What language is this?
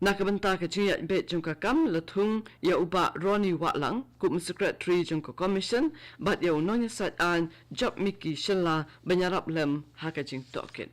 Khasi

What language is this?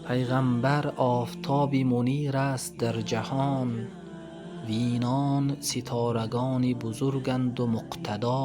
Tajik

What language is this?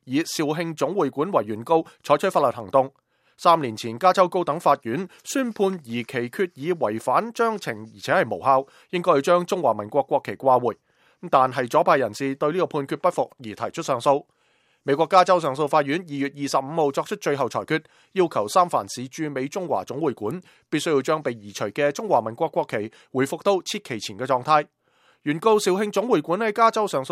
Cantonese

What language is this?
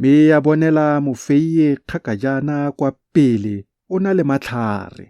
Tswana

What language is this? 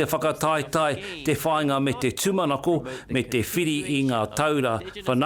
Māori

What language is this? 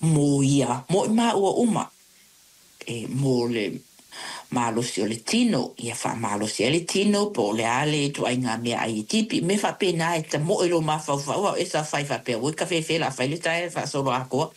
Samoan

